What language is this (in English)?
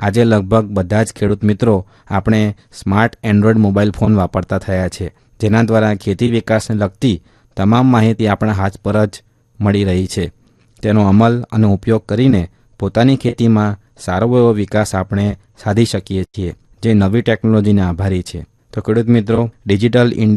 Gujarati